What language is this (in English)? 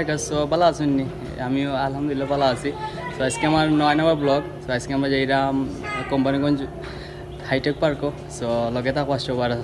Sylheti